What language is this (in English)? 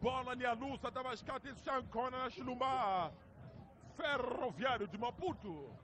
Tsonga